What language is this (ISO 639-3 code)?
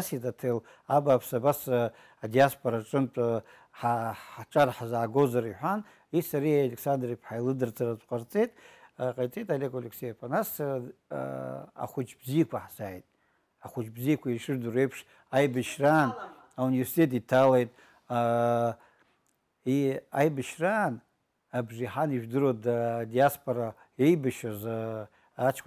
abk